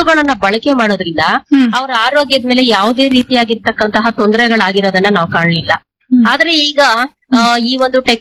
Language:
Kannada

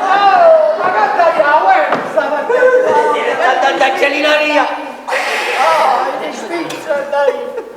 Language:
Neapolitan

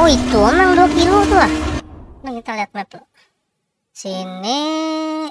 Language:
Banjar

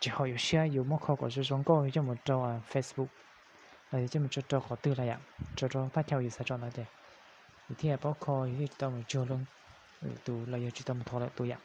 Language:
Hmong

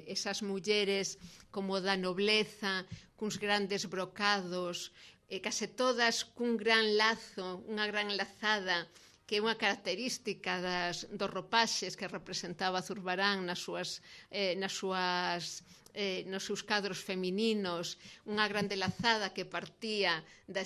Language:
Galician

